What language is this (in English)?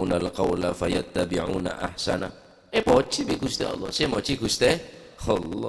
Madurese